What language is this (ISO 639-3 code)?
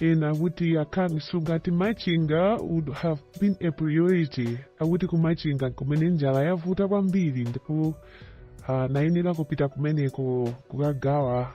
nya